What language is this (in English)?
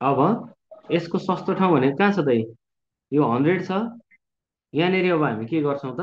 Nepali